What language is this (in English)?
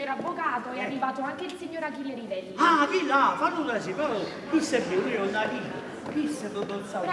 Neapolitan